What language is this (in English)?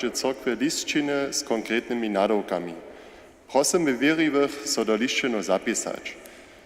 Upper Sorbian